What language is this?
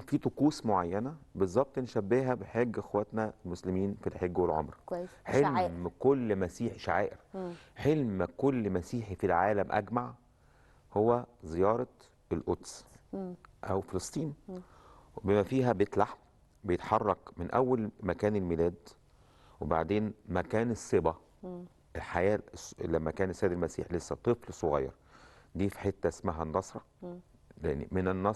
Egyptian Arabic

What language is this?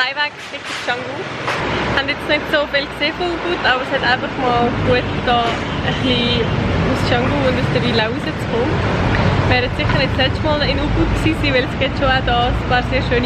Swiss German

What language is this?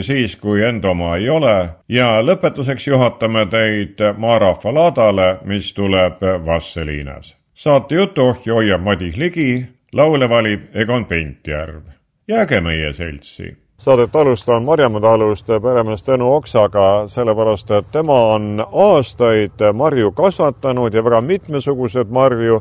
Estonian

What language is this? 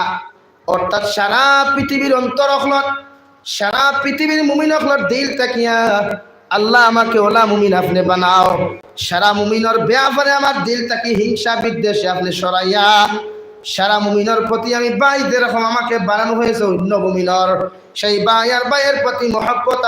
Sylheti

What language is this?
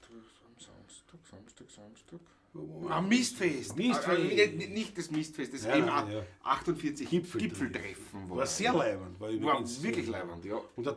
Bavarian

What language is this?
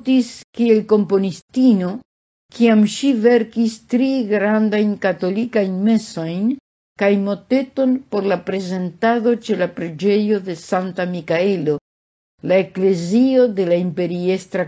Esperanto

